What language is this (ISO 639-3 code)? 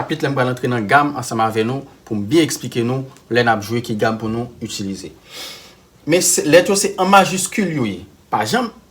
hat